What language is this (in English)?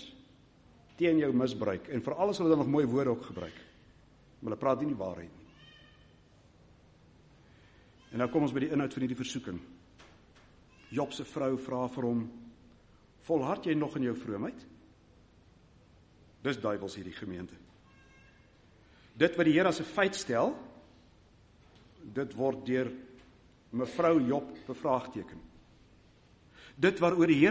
Afrikaans